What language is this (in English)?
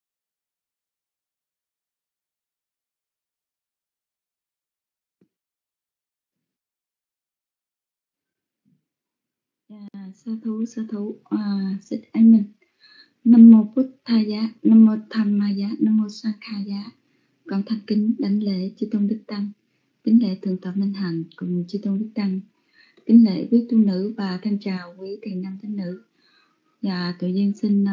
Vietnamese